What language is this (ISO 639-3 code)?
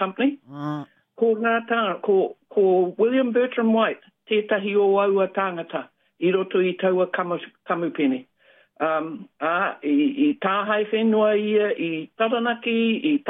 mri